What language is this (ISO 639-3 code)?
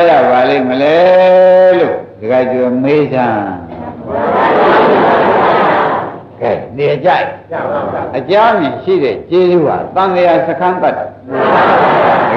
mya